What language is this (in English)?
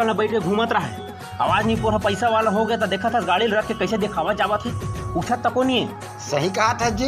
Chhattisgarhi